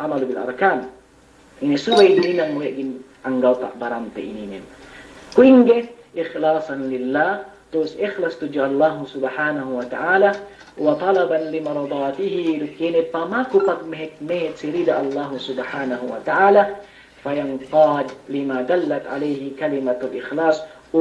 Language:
Yakan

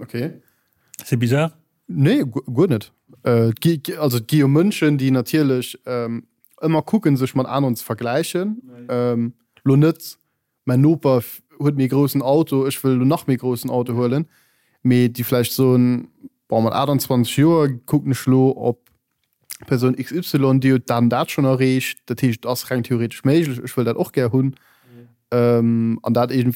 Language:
Luxembourgish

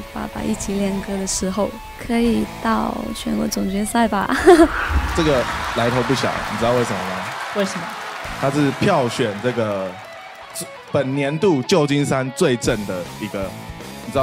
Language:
Chinese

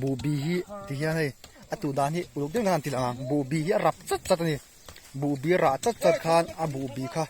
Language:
Mizo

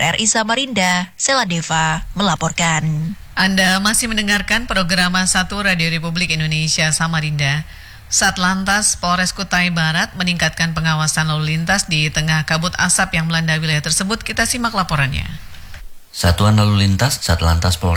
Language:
Indonesian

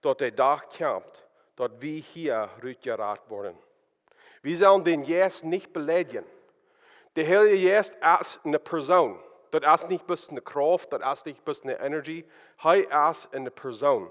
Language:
Plautdietsch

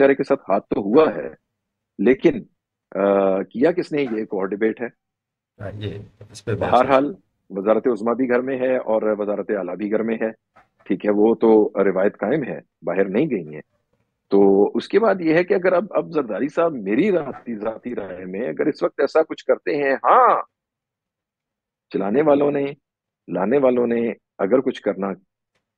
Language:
Urdu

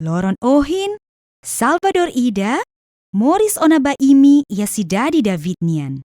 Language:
Tetum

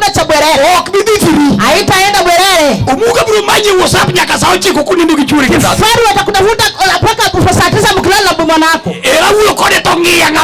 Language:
Luo (Kenya and Tanzania)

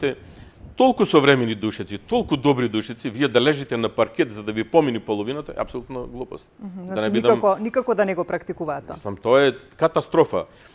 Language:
Macedonian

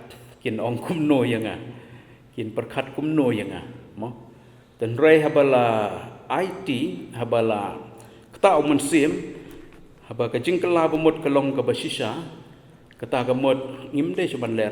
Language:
Khasi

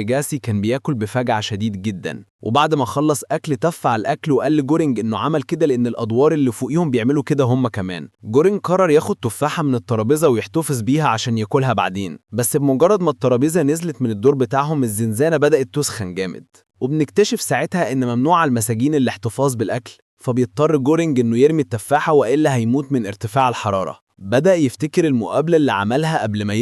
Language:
Egyptian Arabic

